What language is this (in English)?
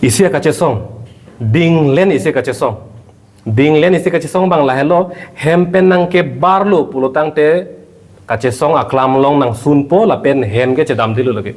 Karbi